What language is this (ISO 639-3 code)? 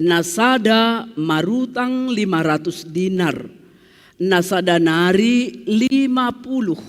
bts